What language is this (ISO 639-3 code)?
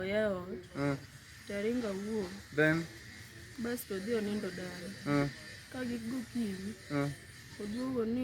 luo